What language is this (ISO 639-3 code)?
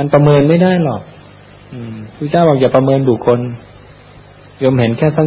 tha